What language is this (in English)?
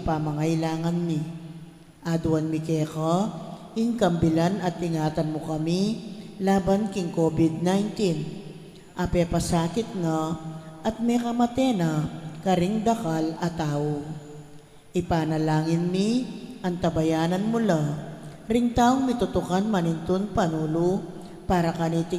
Pampanga